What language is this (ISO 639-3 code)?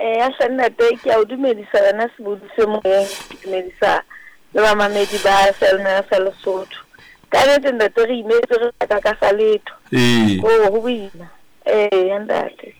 sot